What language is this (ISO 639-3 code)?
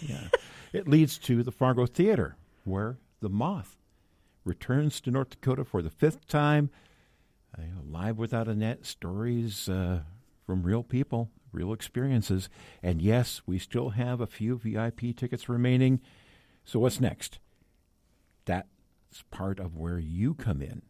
eng